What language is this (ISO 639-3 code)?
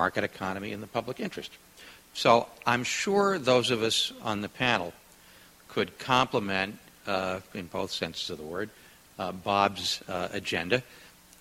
eng